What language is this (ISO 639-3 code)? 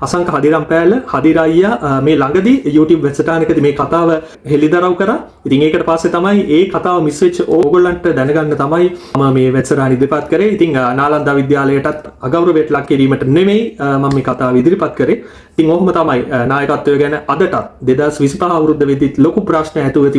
sin